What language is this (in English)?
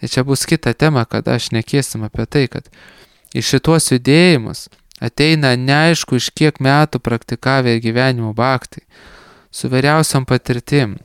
Lithuanian